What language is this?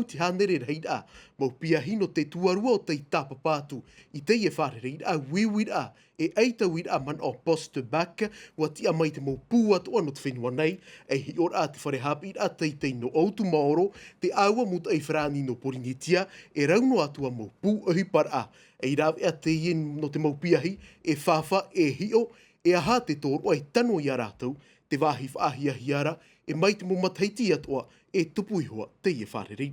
Tahitian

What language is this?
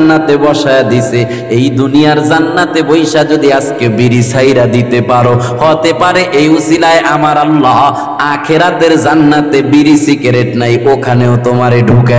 Bangla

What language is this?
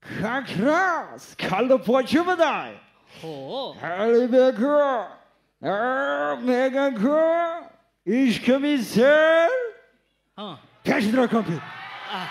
Tajik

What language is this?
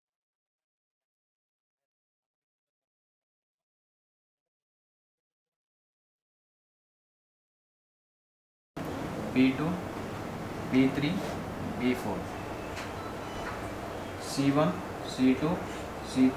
Hindi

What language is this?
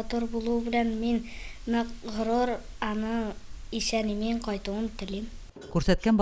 Tatar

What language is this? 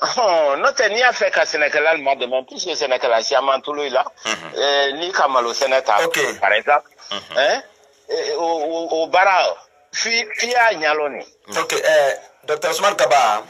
Bambara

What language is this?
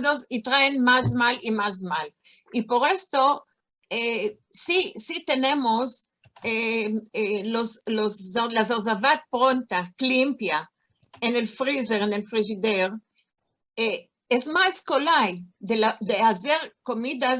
Ladino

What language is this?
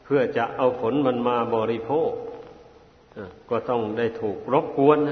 Thai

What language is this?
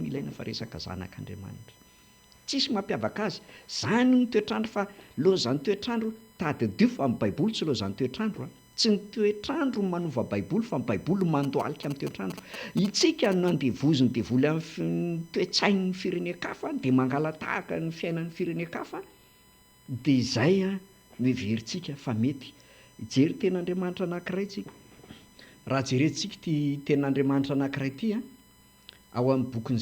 Malagasy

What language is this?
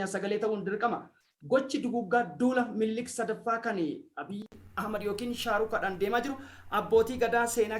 Oromo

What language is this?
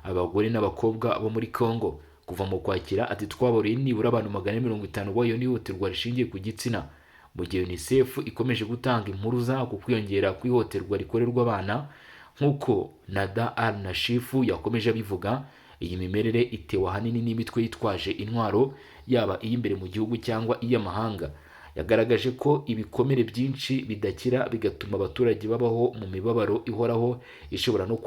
Kinyarwanda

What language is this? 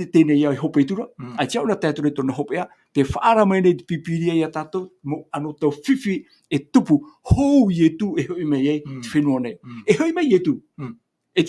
Tahitian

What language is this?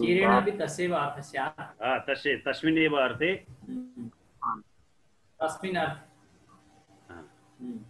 Sanskrit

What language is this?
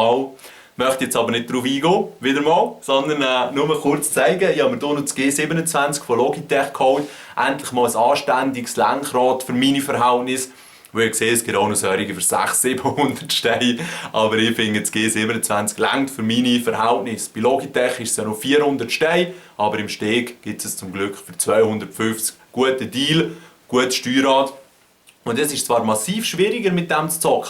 Swiss German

